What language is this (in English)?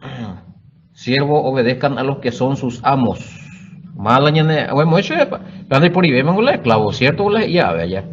Guarani